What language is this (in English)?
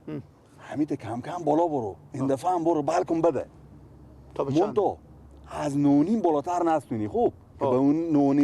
Persian